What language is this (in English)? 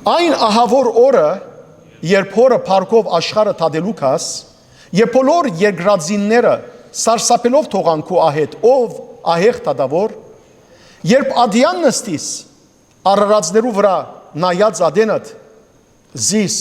Western Armenian